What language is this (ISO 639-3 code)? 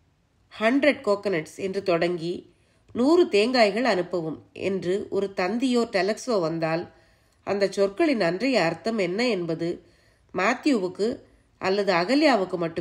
tam